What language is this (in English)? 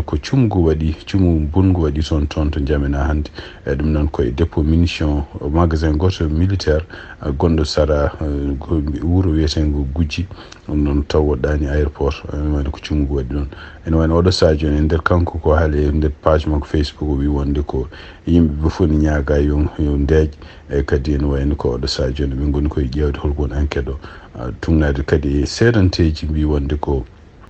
Fula